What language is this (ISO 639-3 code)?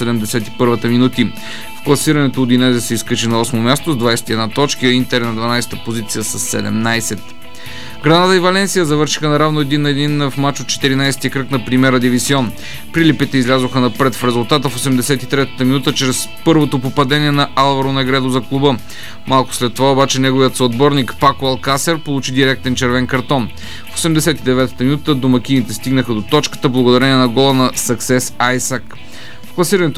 bul